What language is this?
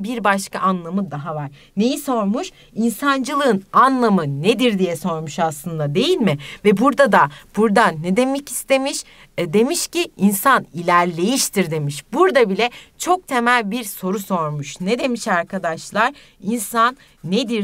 Turkish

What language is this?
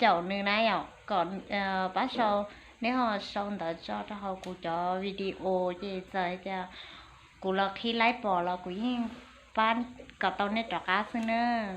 Hmong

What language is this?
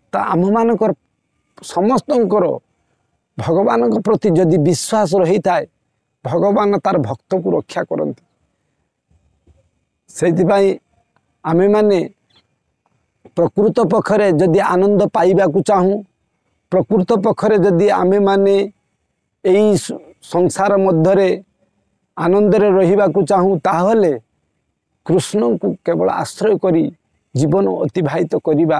Odia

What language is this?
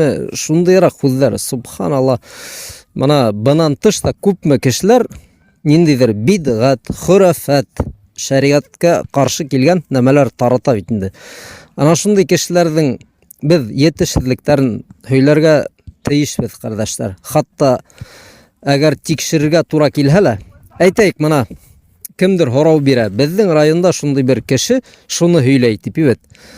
Bashkir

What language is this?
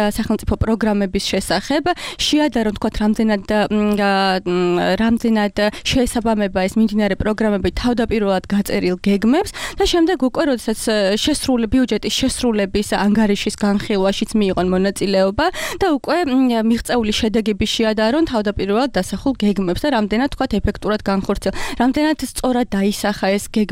Georgian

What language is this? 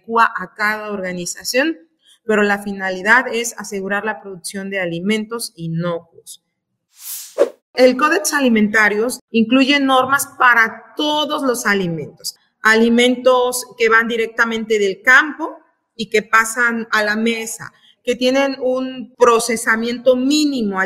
Spanish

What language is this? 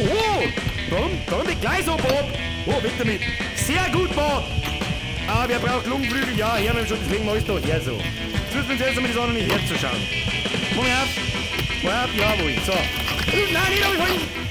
Bavarian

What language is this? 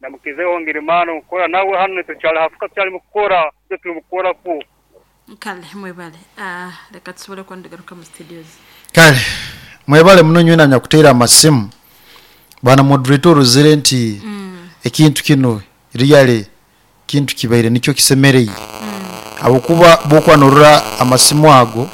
Nyoro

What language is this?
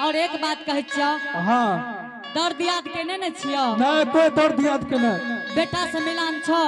Angika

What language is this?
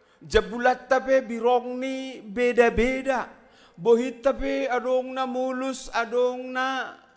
Batak Simalungun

